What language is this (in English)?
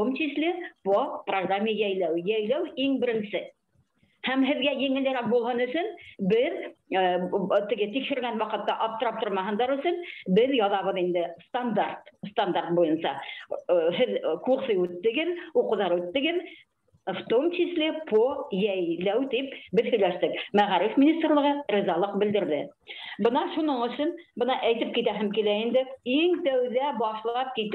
Bashkir